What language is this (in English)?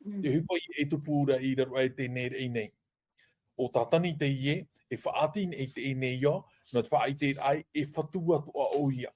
Tahitian